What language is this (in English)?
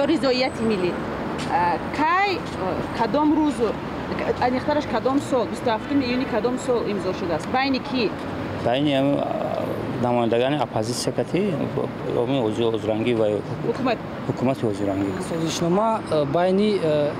Tajik